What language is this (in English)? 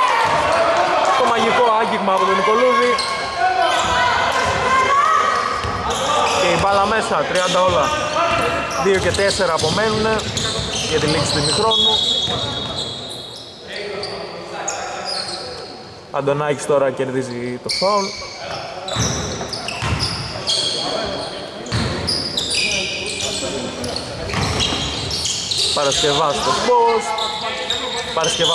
Greek